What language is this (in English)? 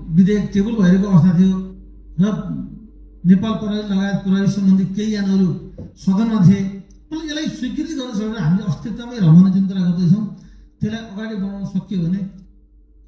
Nepali